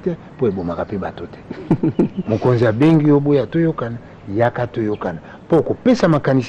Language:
Lingala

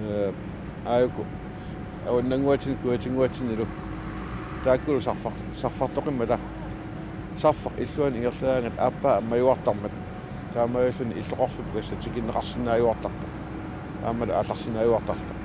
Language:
Kalaallisut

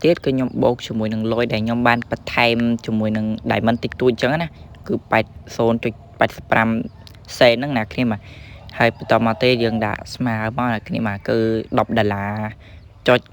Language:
Khmer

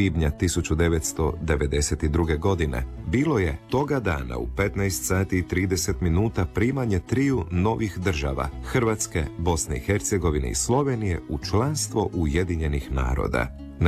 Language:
Croatian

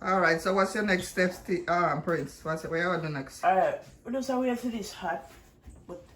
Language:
Jamaican Creole English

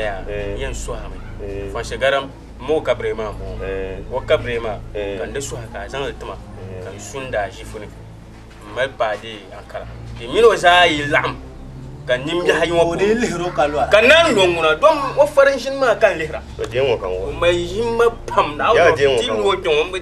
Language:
Dagbani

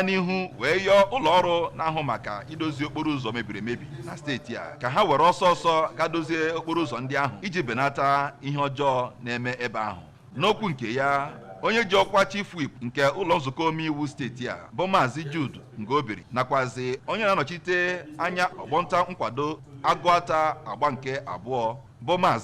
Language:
Igbo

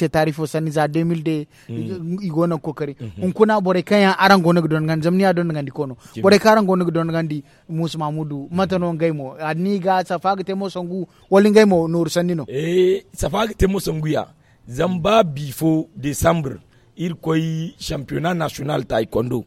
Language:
Zarma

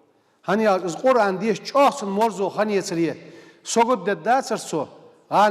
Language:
Ingush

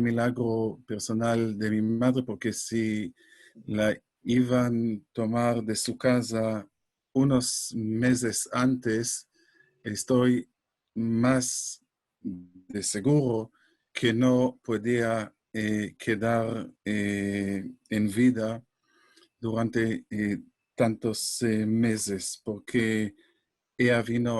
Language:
Ladino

